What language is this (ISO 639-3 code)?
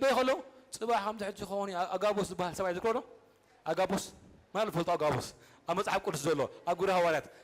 tir